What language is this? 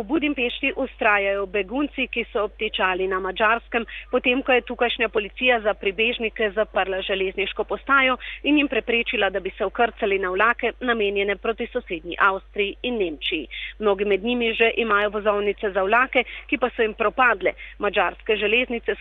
Slovenian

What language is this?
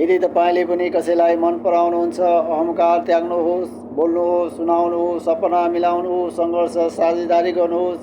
Nepali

